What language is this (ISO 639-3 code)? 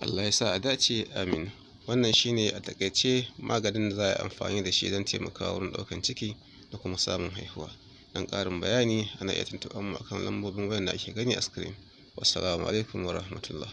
hau